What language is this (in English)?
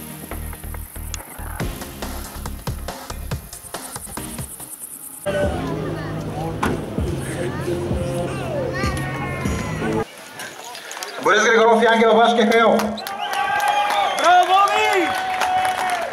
Bulgarian